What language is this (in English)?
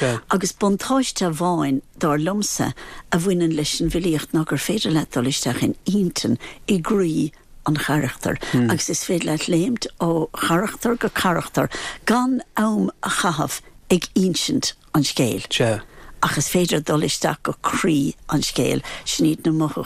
Irish